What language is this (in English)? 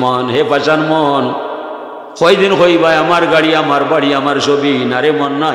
Sylheti